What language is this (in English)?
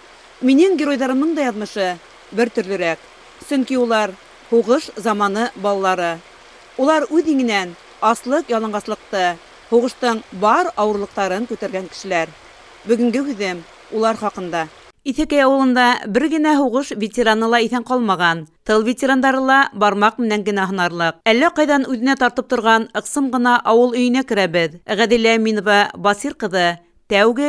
Bashkir